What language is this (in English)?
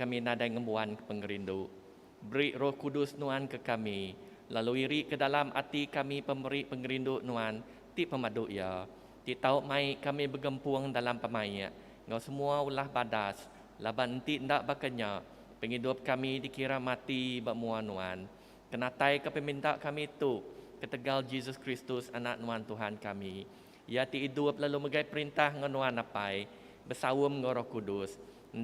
Iban